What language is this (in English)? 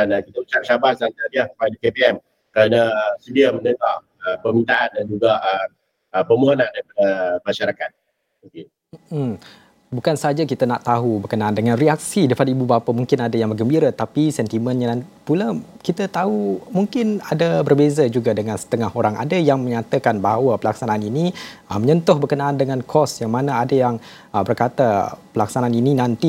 Malay